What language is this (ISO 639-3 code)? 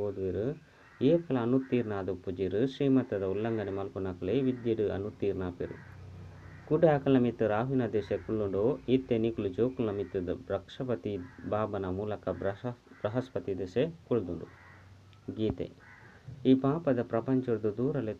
tcy